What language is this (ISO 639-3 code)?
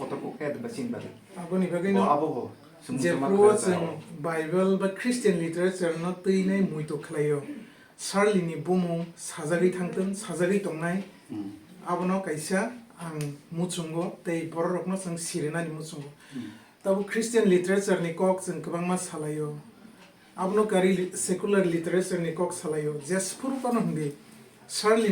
trp